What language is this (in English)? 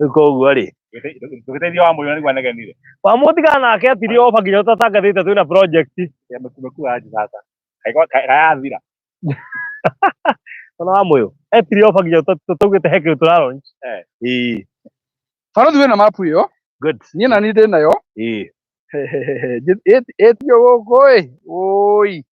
Kikuyu